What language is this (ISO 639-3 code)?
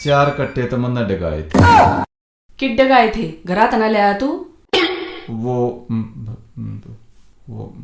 bgc